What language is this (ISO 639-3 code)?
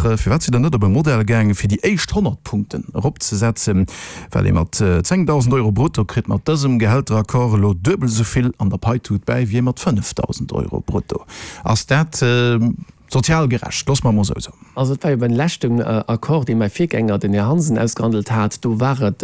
ltz